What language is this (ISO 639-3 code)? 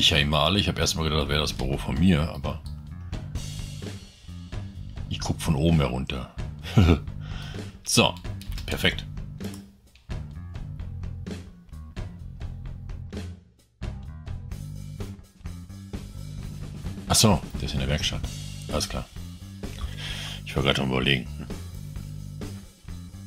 deu